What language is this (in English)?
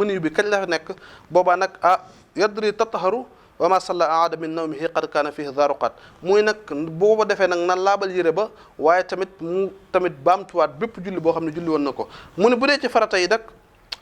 Wolof